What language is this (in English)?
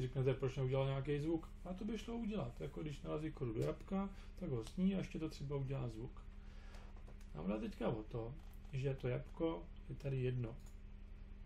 Czech